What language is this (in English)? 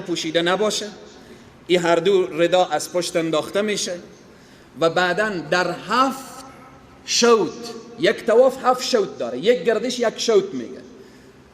Persian